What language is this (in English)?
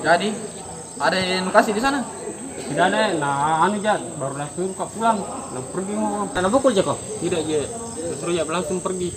Makassar Malay